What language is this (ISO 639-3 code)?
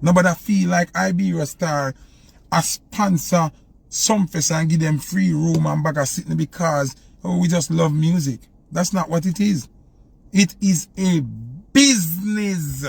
jam